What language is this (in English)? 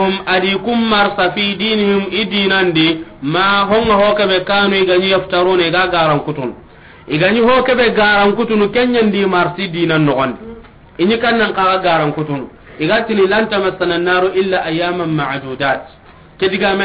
Soninke